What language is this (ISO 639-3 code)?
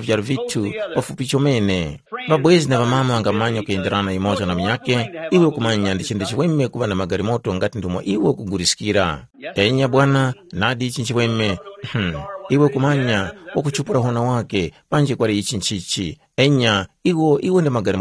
tum